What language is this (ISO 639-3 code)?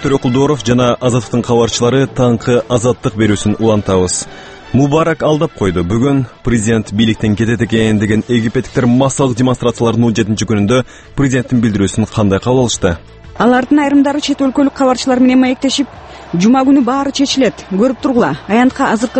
kir